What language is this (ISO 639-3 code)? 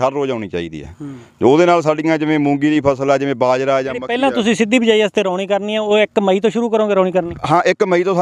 pan